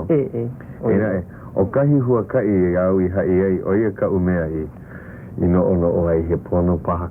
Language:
Hawaiian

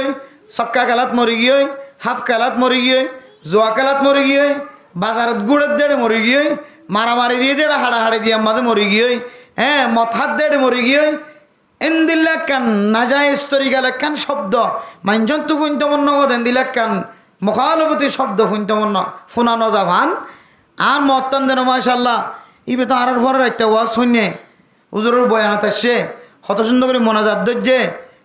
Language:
Rohingya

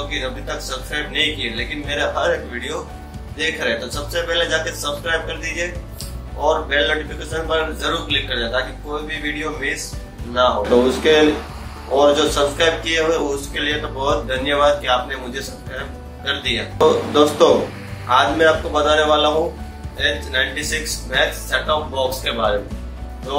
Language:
Hindi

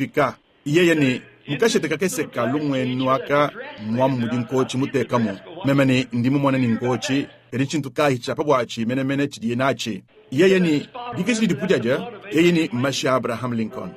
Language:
Luba-Lulua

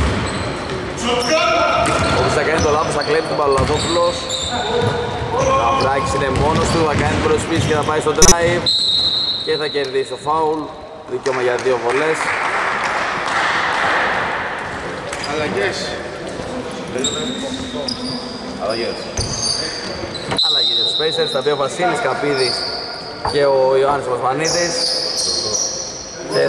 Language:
Greek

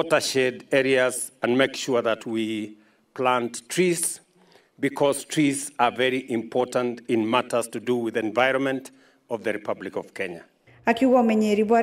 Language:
Meru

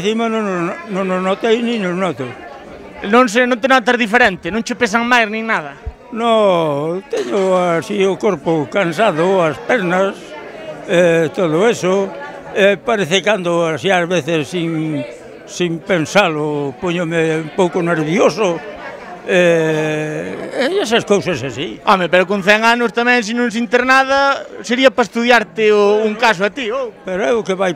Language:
Galician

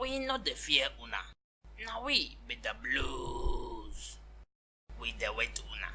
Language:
Nigerian Pidgin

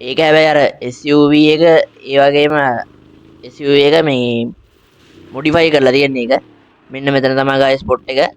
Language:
Sinhala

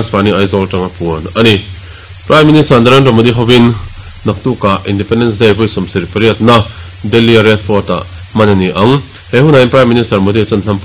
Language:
Mizo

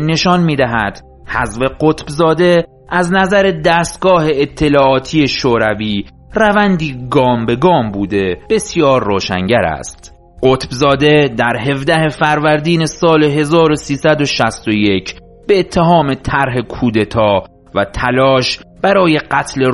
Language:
Persian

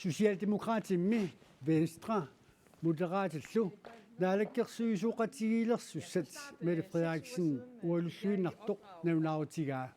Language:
Kalaallisut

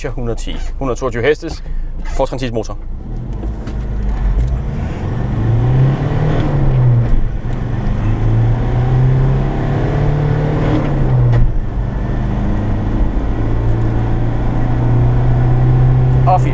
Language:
Danish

